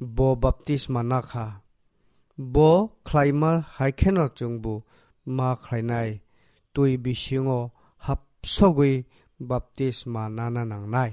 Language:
Kok Borok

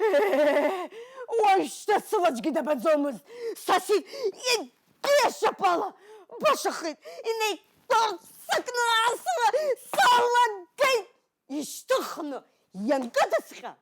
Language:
Abkhazian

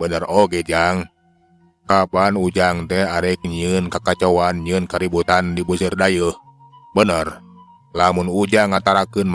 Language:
Sundanese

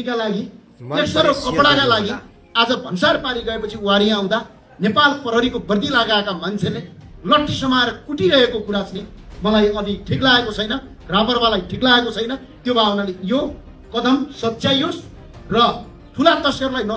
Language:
Nepali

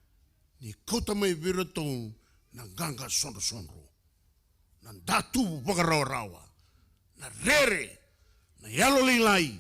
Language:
Fijian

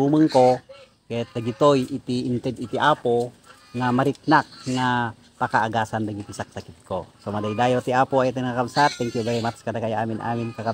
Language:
Iloko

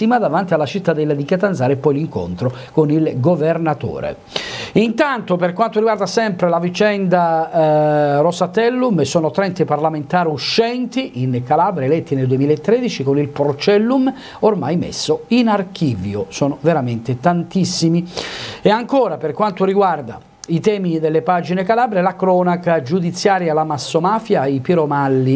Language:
Italian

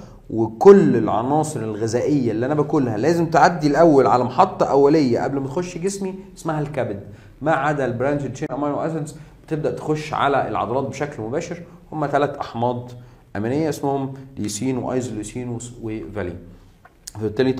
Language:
Egyptian Arabic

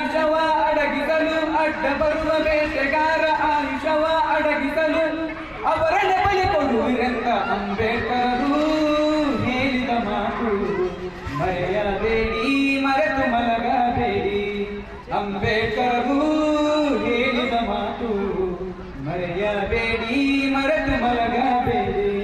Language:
Kannada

